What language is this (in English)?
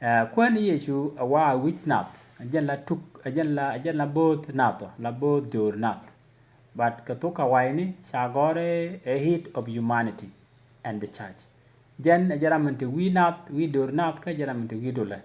Nuer